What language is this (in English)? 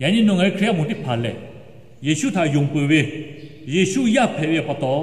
Lahu